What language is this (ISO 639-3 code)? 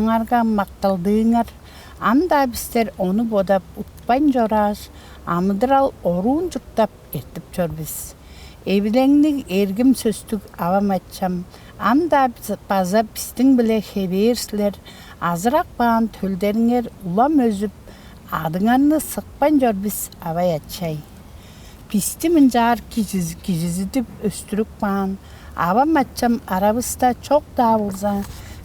tyv